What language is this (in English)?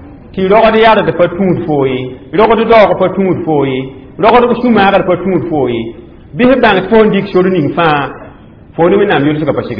Mossi